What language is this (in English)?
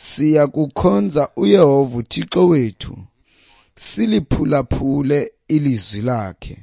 Xhosa